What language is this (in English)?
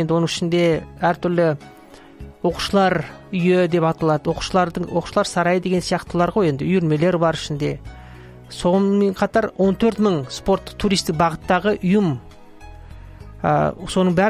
Kazakh